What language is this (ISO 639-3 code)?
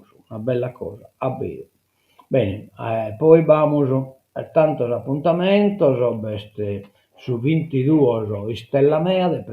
srd